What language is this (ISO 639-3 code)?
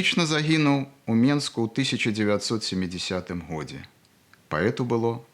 bel